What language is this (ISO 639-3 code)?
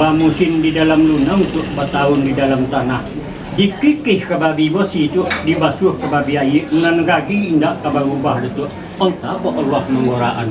min